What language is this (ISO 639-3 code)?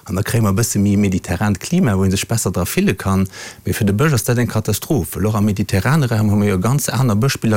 ltz